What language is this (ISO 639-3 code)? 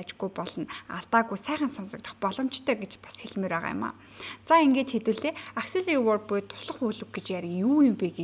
mon